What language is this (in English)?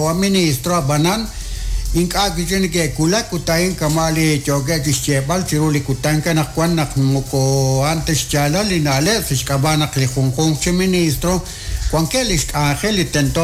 Kekchí